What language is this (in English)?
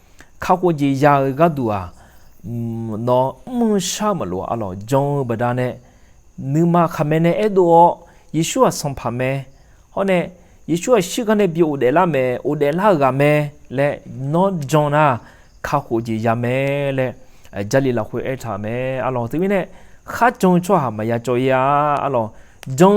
Akha